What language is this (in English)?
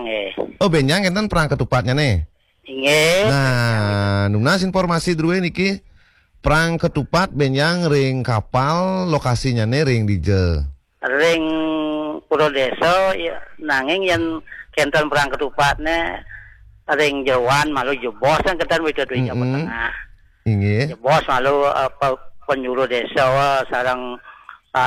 Balinese